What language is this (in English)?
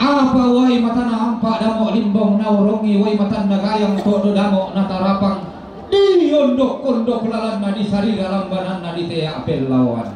Toraja-Sa'dan